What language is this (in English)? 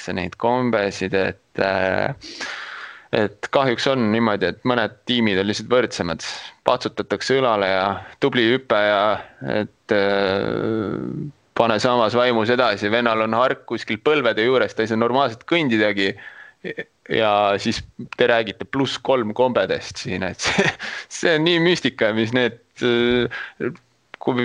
Estonian